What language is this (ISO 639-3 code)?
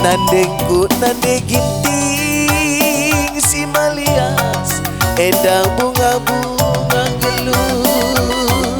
btx